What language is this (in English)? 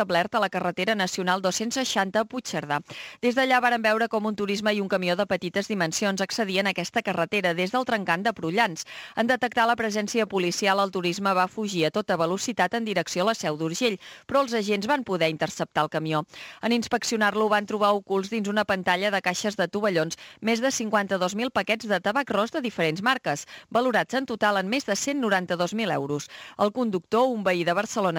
Catalan